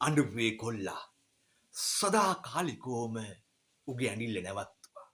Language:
Sinhala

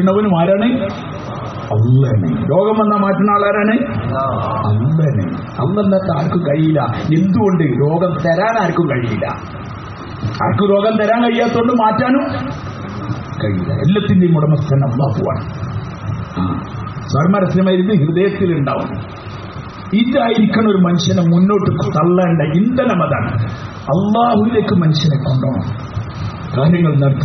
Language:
Malayalam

